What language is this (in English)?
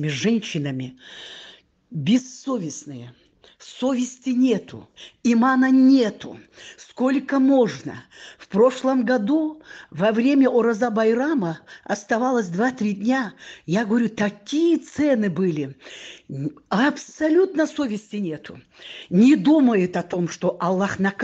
Russian